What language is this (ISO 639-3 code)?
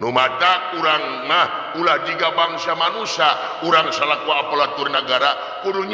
sun